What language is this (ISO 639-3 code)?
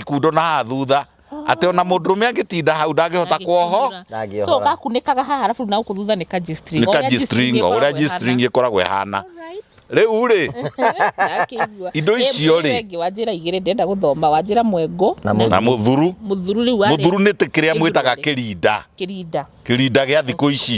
kik